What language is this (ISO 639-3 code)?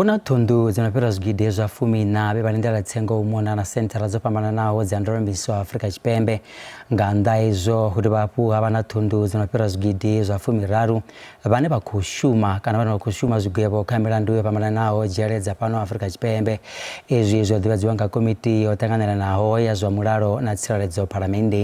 ven